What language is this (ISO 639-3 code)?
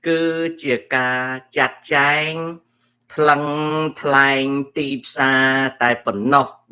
khm